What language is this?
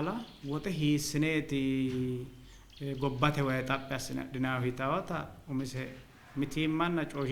Sidamo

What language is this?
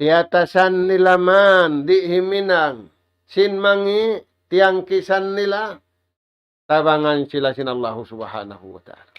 Tausug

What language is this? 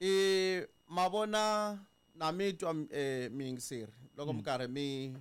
Tsonga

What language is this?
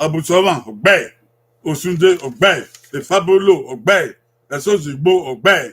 Bini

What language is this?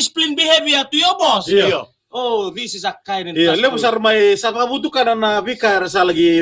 Fijian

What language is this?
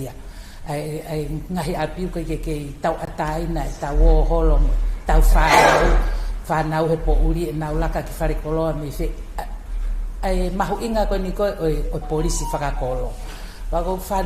Tongan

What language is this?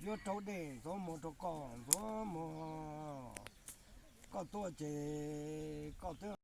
Hmong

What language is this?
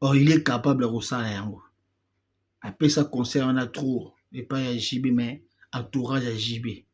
Lingala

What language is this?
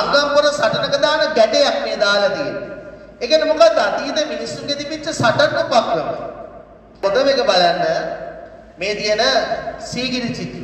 Sinhala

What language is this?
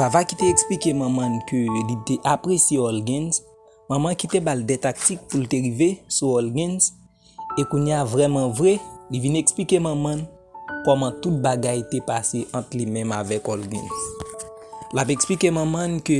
Haitian Creole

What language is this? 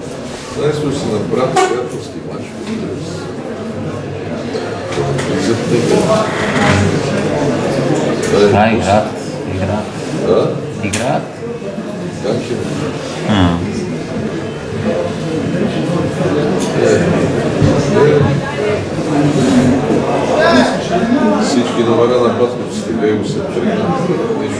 Bulgarian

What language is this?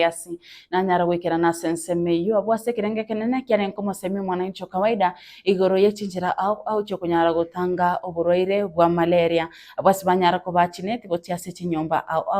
Gusii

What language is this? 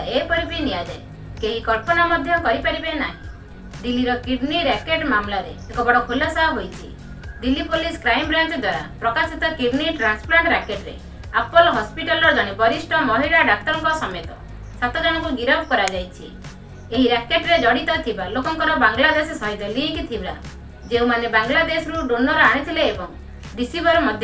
Odia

